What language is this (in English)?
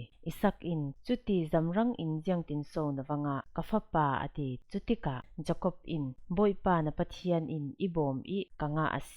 Falam Chin